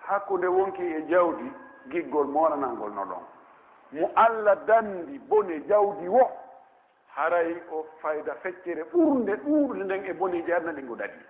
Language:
Pular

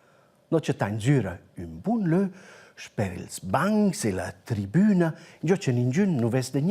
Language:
Romansh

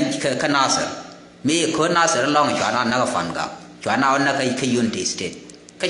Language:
Nuer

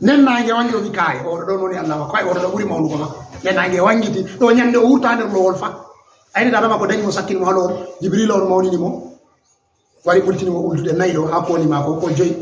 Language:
Fula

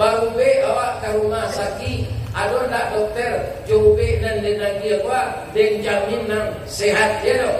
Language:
Minangkabau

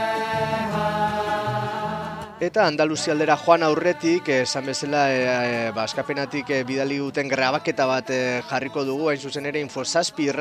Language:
Basque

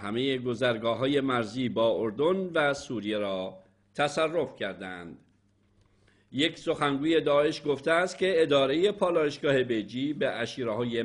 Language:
Persian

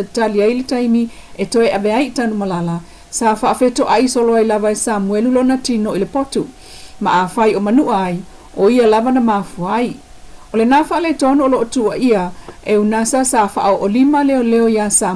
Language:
Samoan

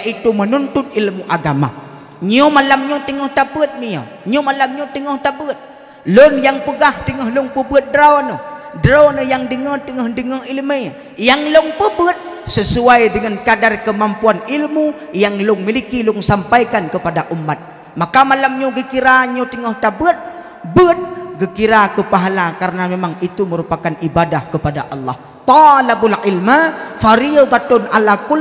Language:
Achinese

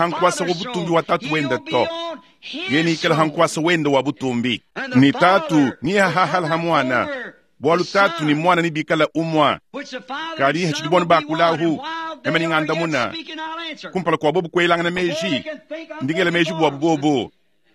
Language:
Luba-Lulua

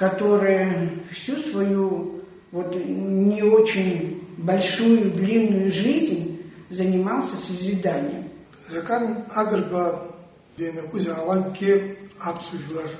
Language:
Abkhazian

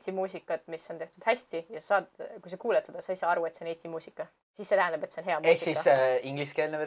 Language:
Estonian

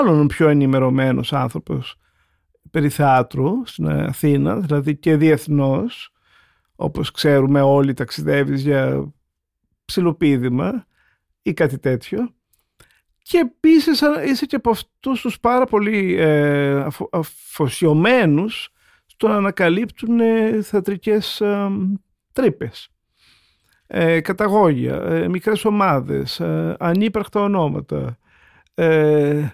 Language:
Greek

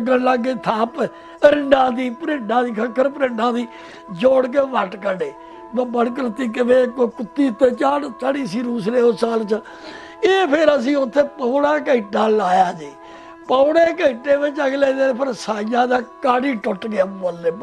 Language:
Punjabi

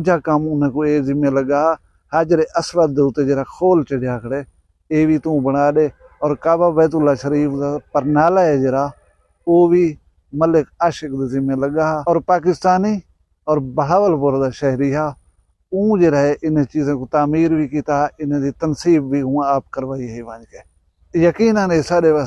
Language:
Saraiki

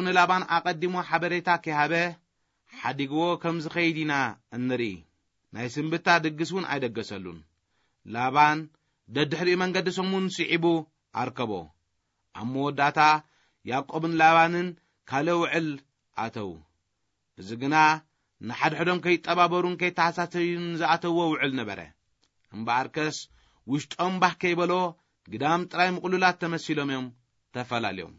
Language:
Tigrinya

